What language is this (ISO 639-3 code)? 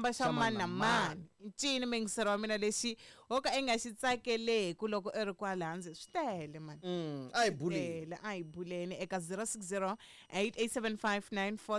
tso